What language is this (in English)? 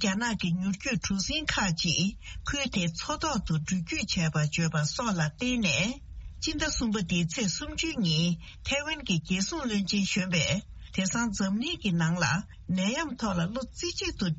Tibetan